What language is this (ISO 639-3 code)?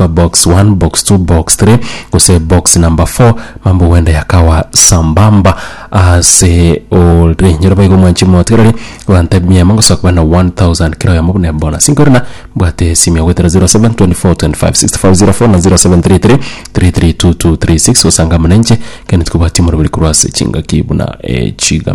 guz